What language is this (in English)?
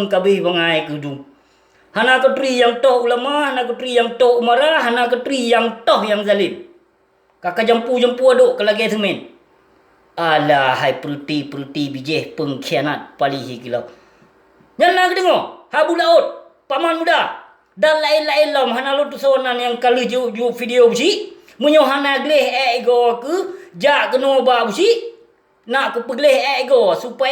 Achinese